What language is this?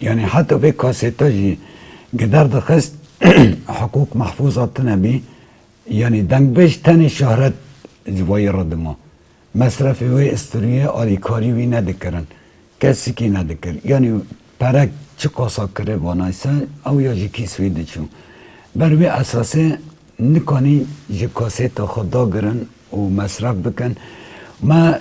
Kurdish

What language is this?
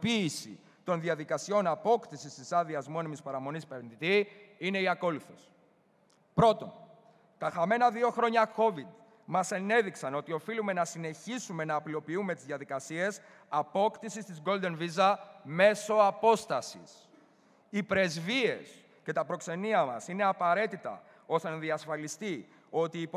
Greek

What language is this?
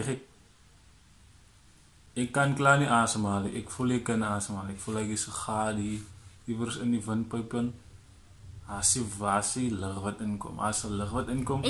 Afrikaans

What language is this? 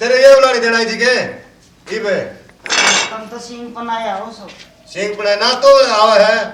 Haryanvi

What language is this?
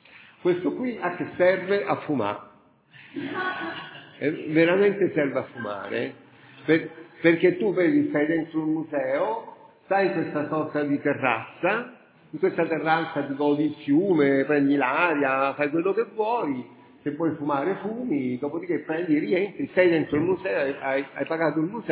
Italian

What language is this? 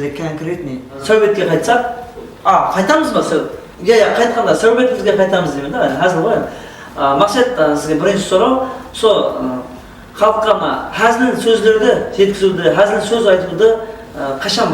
Kara-Kalpak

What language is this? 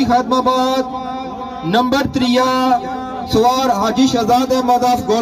Pahari-Potwari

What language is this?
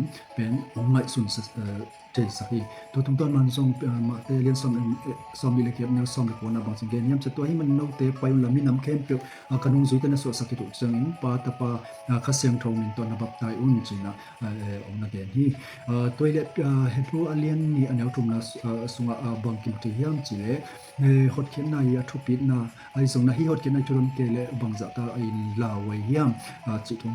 Tedim Chin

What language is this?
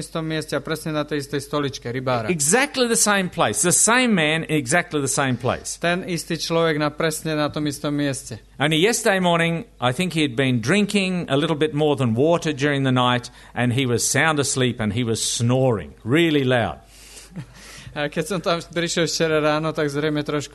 Slovak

